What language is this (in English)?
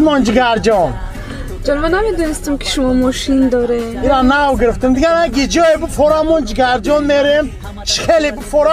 Tajik